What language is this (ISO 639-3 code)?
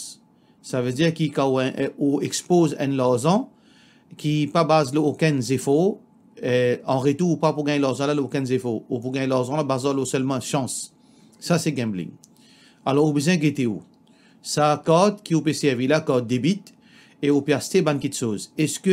mfe